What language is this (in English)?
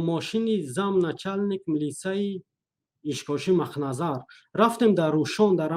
Tajik